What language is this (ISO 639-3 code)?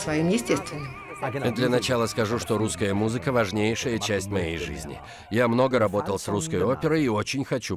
rus